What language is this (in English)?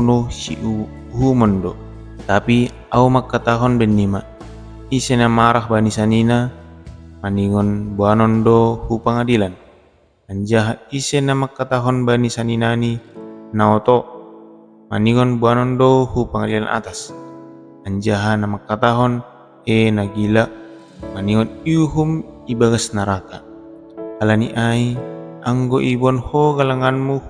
Batak Simalungun